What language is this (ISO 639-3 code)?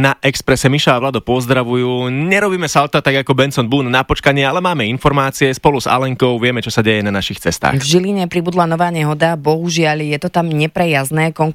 slk